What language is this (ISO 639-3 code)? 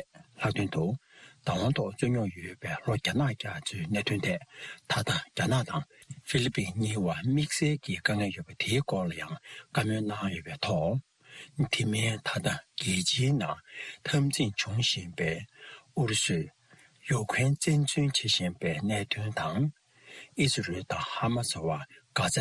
bod